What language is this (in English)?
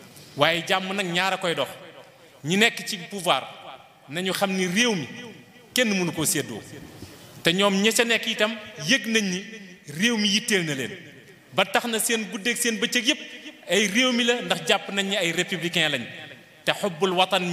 Wolof